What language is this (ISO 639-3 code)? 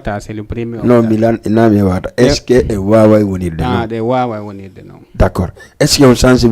ful